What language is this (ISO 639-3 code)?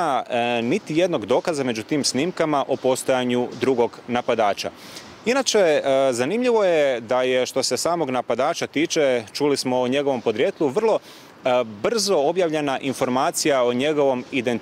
hrv